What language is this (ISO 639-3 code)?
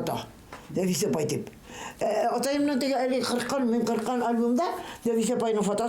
bak